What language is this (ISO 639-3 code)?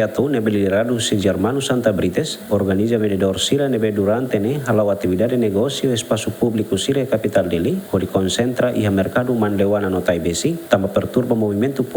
tet